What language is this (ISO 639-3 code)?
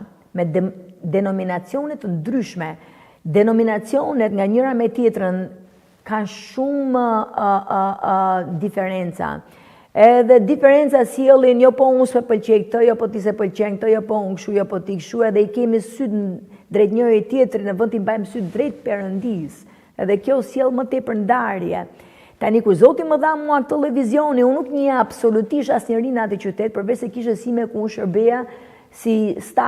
sqi